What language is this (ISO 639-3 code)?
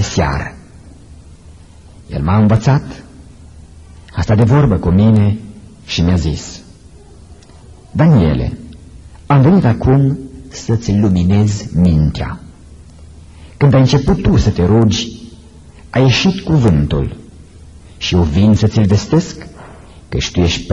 ron